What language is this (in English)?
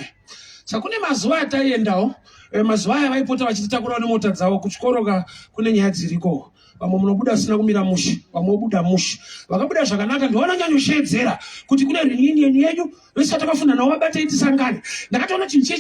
Shona